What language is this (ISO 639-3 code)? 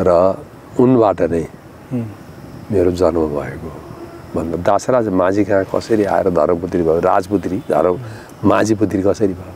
nep